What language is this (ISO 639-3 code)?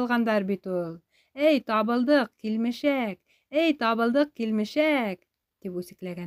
bak